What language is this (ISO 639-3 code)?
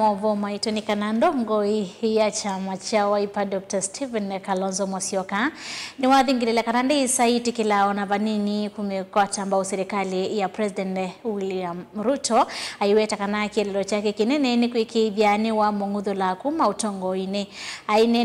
kam